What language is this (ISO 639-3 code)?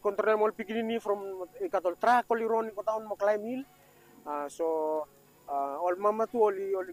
bis